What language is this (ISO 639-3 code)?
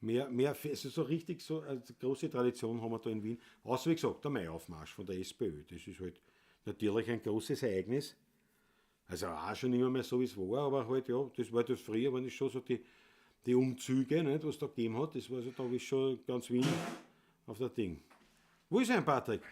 bar